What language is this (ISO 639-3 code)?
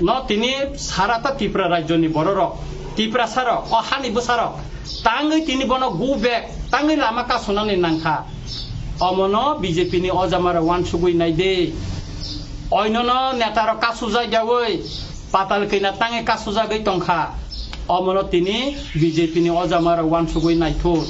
trp